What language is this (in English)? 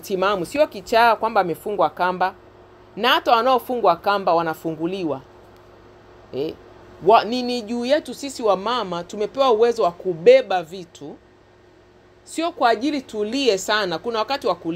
Swahili